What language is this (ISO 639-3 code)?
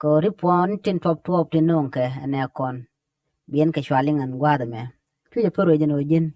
nus